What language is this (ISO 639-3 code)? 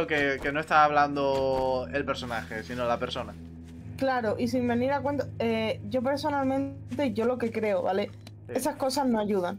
spa